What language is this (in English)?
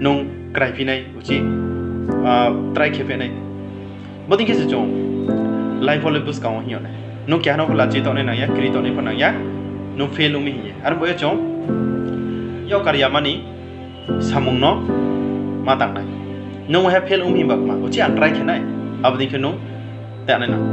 Riang (India)